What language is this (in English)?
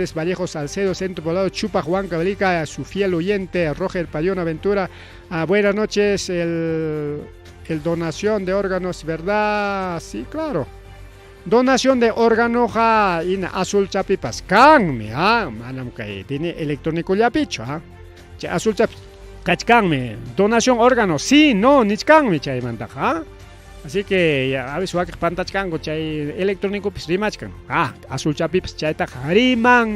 Ayacucho Quechua